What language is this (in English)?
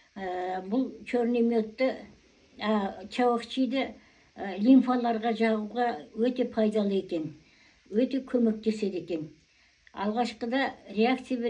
Kazakh